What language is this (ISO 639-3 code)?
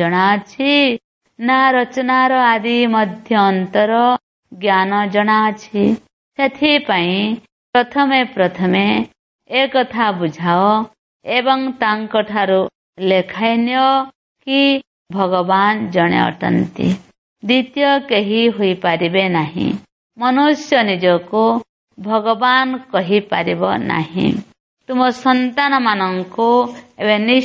ori